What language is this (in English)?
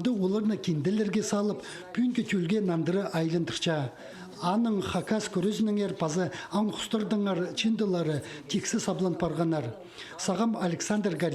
Khakas